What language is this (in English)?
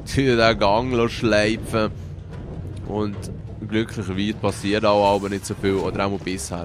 Swiss German